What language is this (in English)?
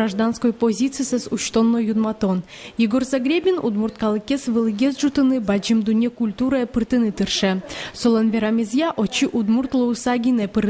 Udmurt